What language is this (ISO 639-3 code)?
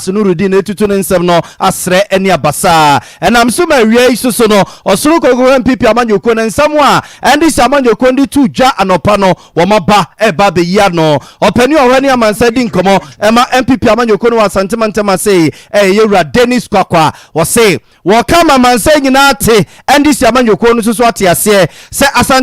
aka